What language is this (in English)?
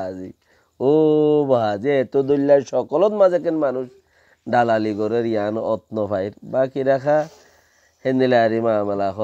Rohingya